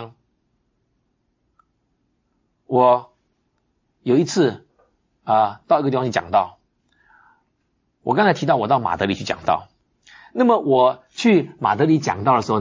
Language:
Chinese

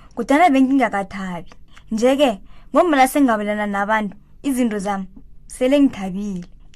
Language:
South Ndebele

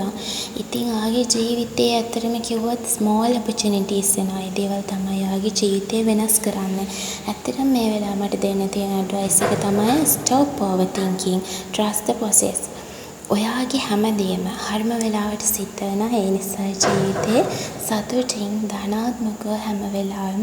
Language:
Sinhala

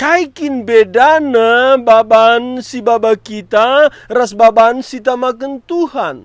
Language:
Batak Karo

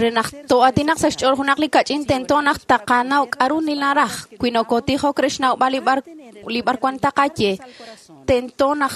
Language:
Kekchí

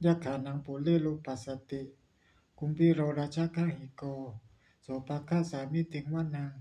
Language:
Pali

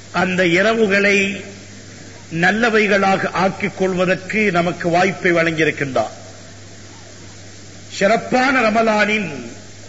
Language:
Tamil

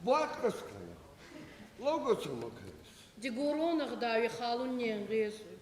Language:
Ossetic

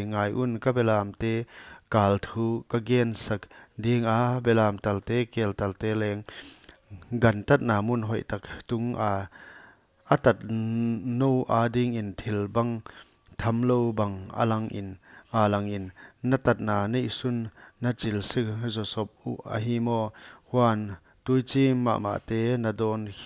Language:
Paite Chin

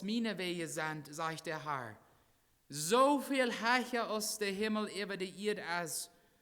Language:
Plautdietsch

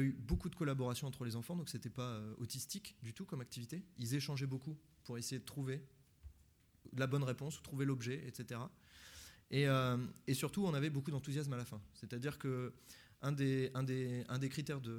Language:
French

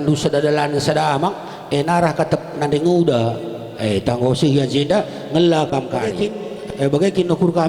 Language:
Batak Karo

